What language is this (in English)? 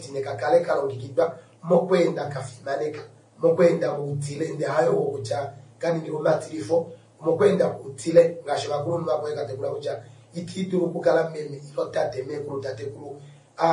Kuanyama